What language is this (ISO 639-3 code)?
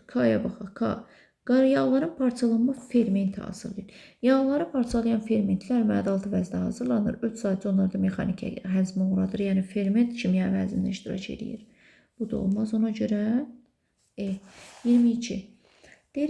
aze